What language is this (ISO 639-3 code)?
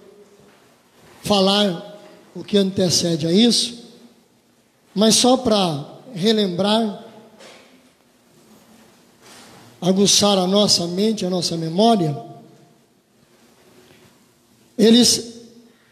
por